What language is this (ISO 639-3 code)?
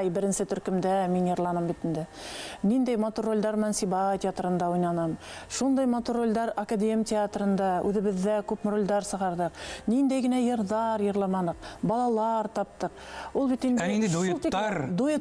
bak